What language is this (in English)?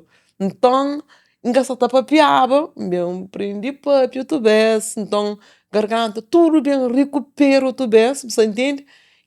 Kabuverdianu